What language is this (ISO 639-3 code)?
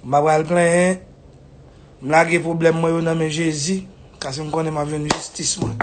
hat